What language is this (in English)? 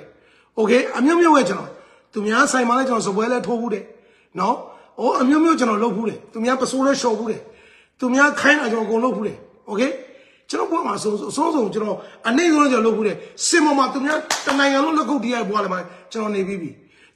Burmese